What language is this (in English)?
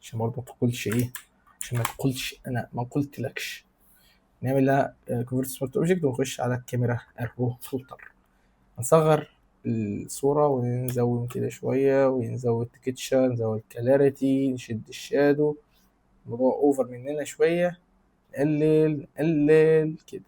Egyptian Arabic